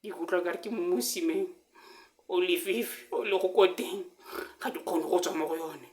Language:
Tswana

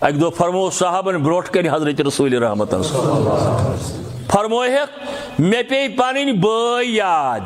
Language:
Kashmiri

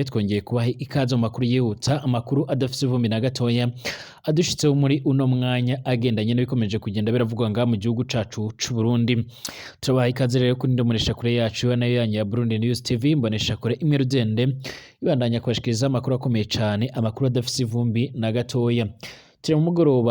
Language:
Rundi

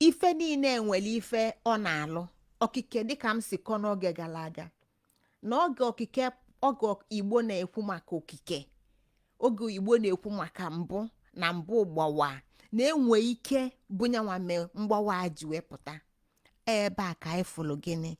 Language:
Igbo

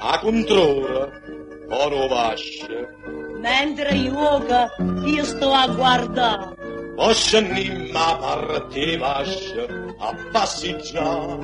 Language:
Neapolitan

